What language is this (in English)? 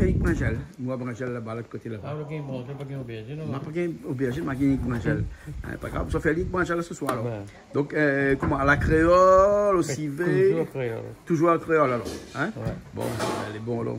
Réunion Creole French